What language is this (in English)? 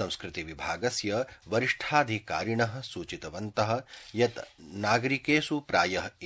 Sanskrit